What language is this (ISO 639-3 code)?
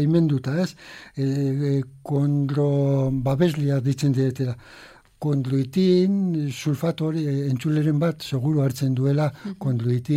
eus